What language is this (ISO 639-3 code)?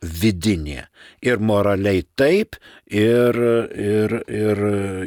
lit